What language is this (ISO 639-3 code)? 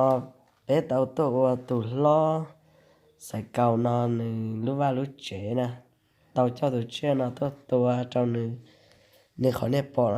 hmn